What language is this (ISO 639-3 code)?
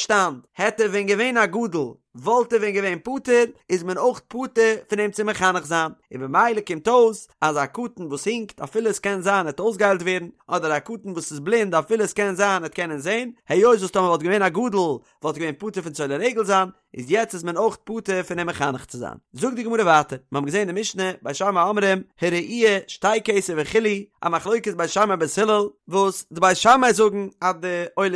yid